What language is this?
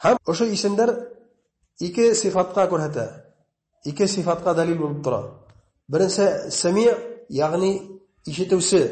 Bashkir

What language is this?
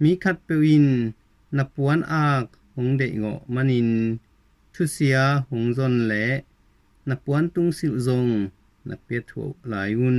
Tedim Chin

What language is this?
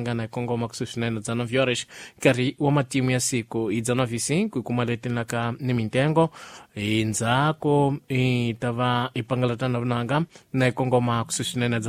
Tsonga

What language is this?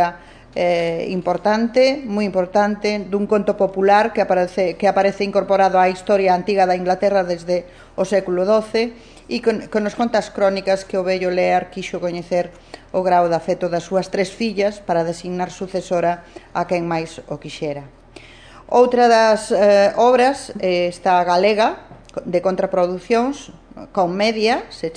Galician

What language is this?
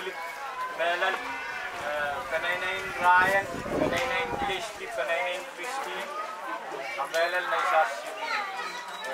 Pohnpeian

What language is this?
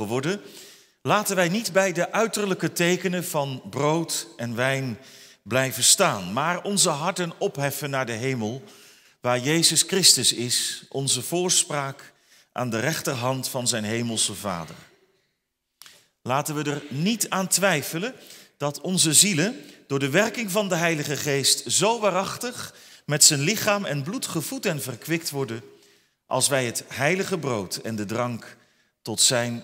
Dutch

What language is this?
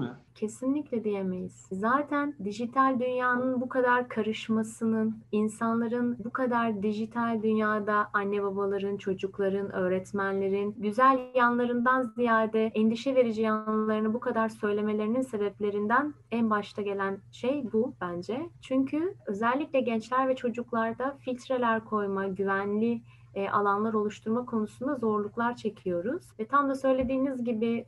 Turkish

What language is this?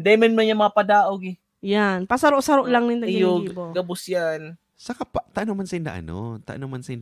Bikol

